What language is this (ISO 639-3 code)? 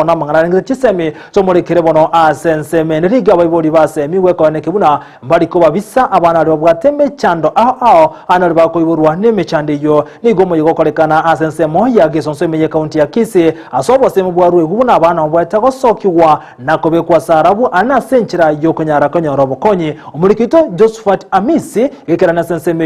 guz